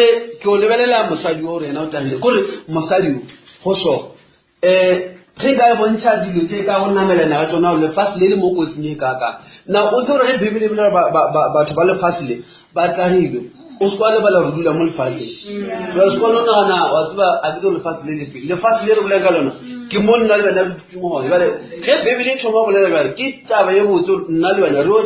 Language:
Northern Sotho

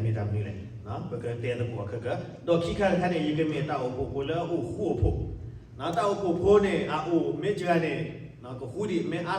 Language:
S'gaw Karen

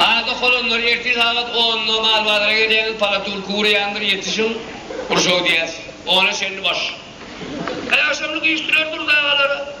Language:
Turkmen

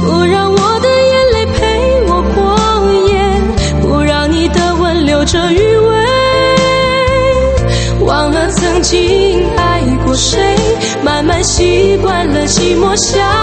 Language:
Chinese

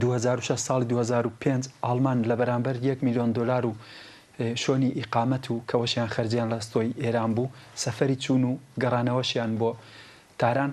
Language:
Central Kurdish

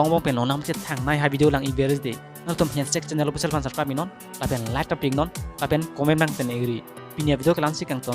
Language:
Karbi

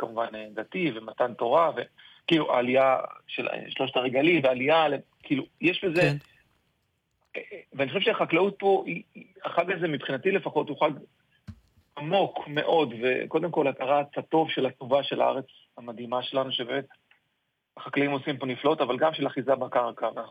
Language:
Hebrew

